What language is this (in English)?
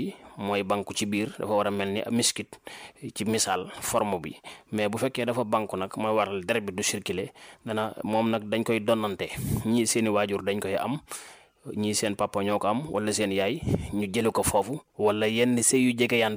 Wolof